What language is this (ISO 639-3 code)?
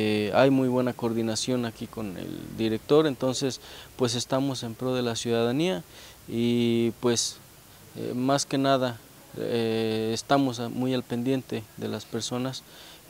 spa